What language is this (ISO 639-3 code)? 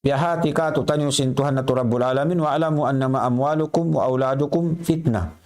tsg